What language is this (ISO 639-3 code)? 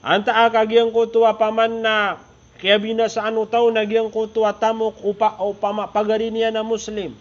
mrw